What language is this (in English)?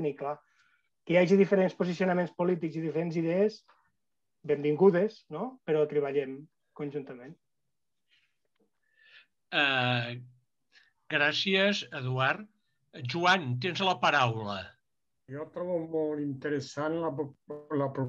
Catalan